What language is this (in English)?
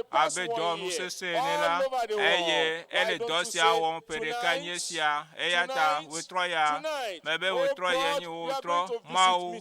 Ewe